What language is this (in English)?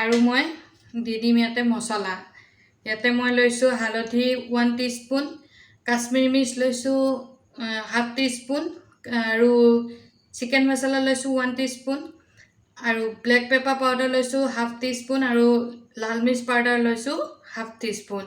Assamese